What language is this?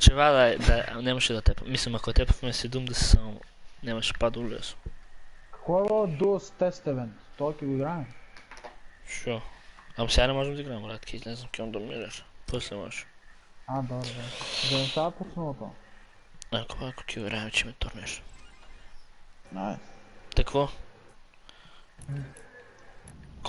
Bulgarian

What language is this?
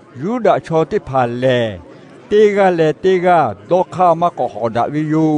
Lahu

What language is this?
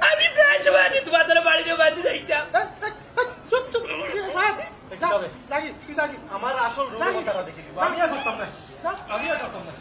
Sylheti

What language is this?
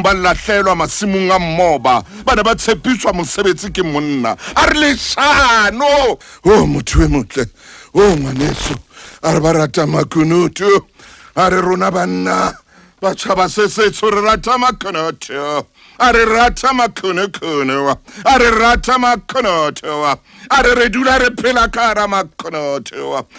Southern Sotho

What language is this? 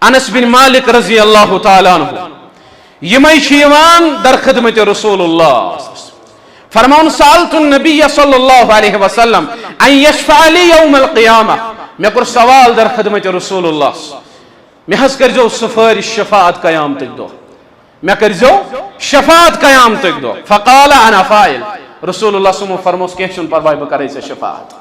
Kashmiri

